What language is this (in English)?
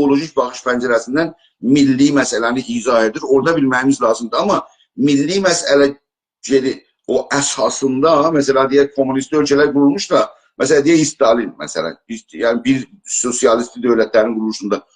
South Azerbaijani